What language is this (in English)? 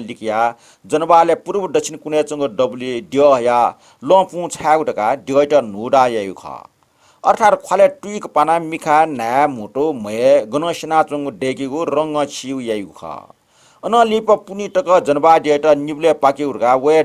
Newari